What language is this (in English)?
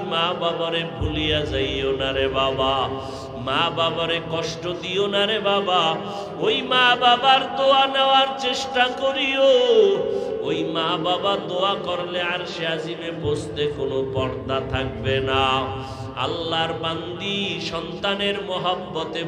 Bangla